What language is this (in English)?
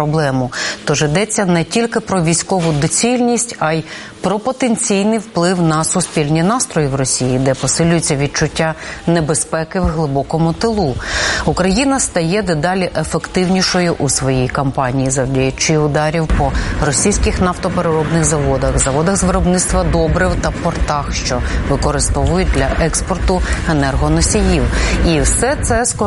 Ukrainian